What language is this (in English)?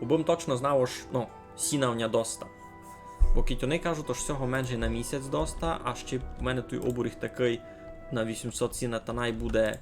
Rusyn